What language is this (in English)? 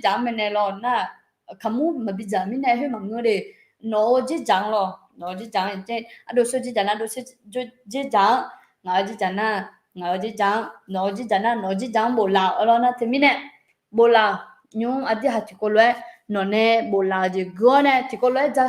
Akha